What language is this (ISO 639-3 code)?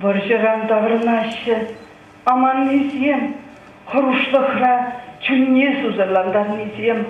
chv